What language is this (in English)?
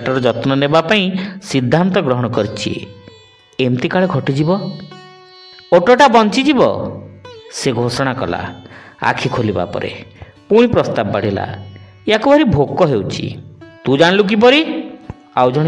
Odia